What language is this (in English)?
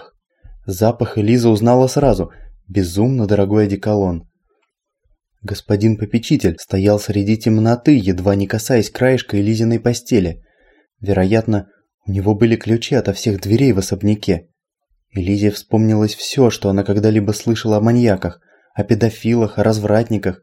Russian